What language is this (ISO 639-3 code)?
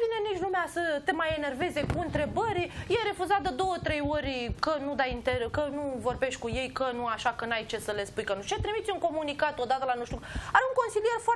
ron